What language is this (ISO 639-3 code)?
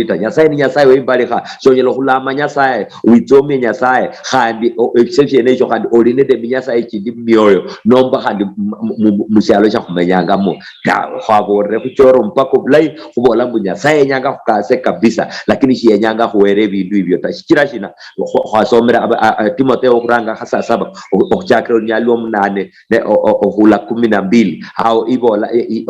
luy